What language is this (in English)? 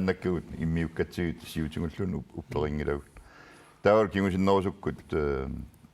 Kalaallisut